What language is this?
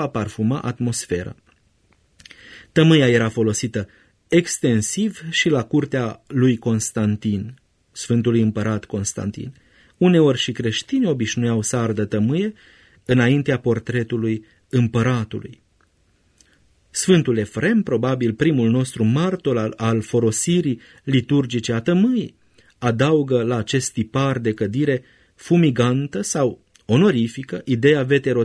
Romanian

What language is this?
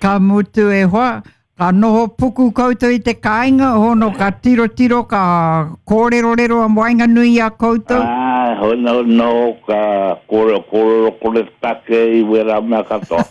Māori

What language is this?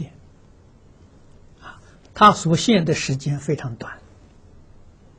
Chinese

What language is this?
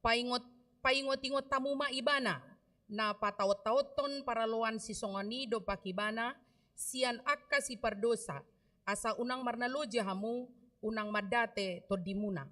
Batak Toba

